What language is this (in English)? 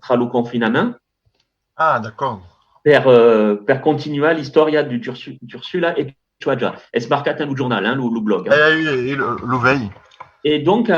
Occitan